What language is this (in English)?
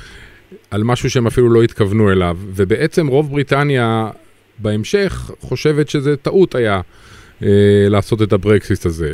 Hebrew